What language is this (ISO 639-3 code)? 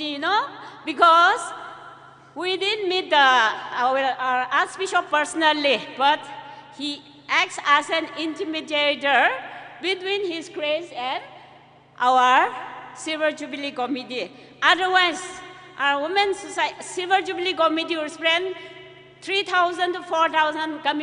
nmf